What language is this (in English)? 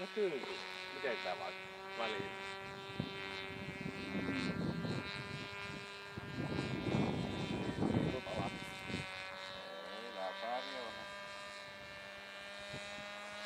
Finnish